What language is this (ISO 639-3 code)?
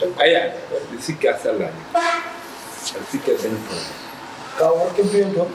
ful